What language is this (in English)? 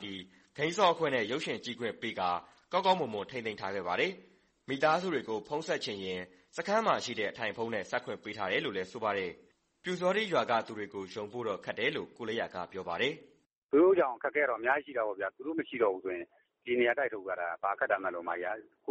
Burmese